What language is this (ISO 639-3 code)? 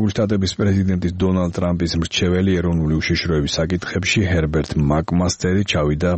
kat